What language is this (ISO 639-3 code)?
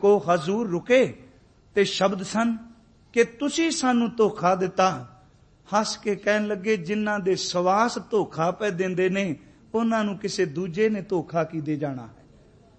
pan